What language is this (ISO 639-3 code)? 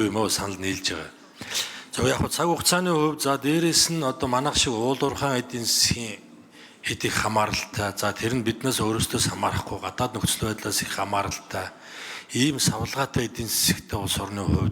mon